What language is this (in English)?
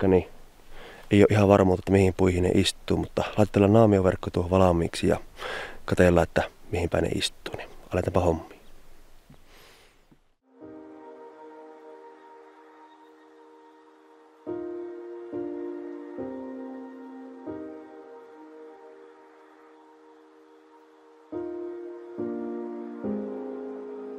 Finnish